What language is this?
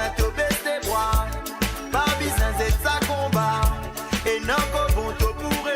Morisyen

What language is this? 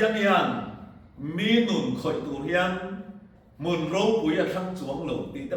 Mizo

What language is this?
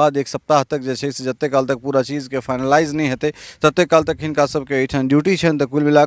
Maithili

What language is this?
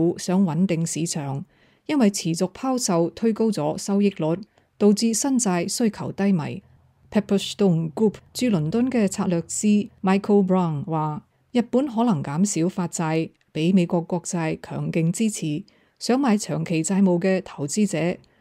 Cantonese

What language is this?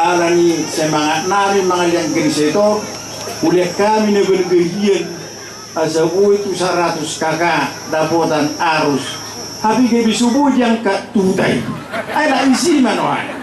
Batak Toba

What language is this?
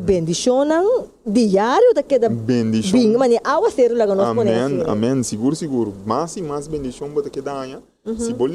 Papiamento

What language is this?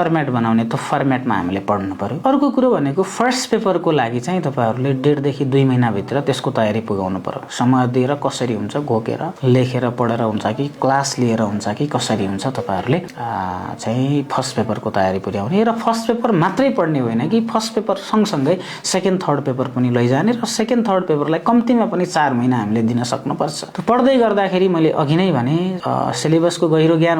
Nepali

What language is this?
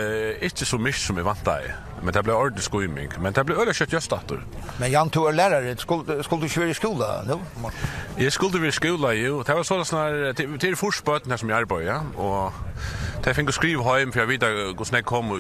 Faroese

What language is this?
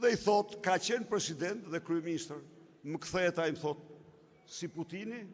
Albanian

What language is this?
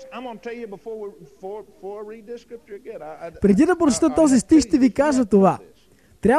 Bulgarian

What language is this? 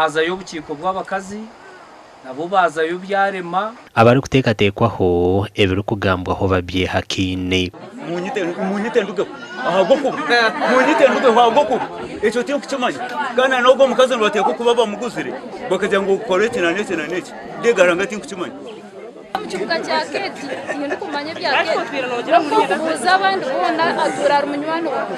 Nyankole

